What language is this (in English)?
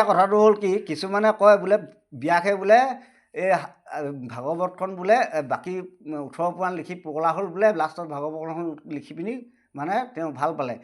Assamese